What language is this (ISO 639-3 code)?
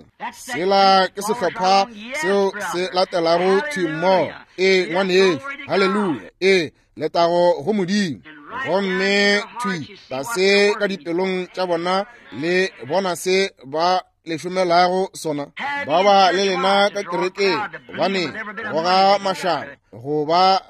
nso